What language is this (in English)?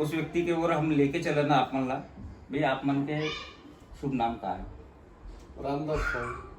Chhattisgarhi